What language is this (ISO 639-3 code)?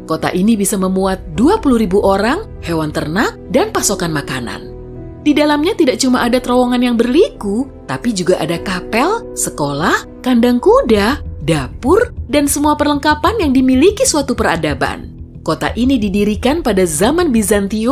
ind